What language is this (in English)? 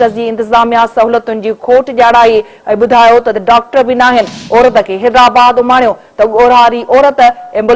Sindhi